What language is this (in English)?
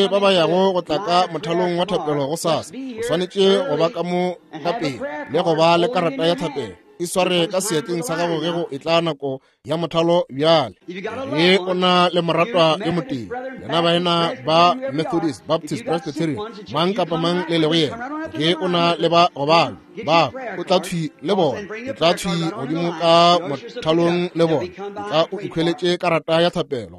Northern Sotho